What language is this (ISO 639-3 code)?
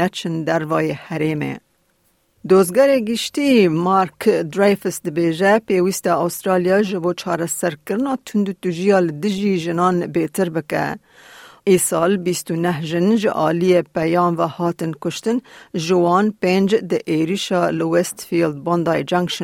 kur